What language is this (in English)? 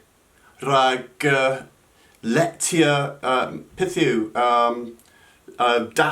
Cornish